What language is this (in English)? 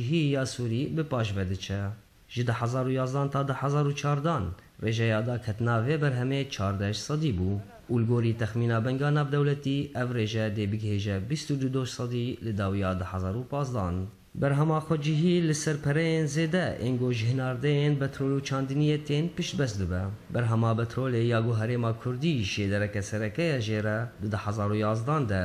Kurdish